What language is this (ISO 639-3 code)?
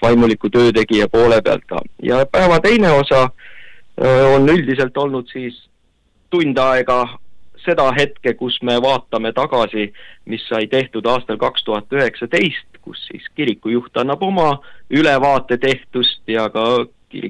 est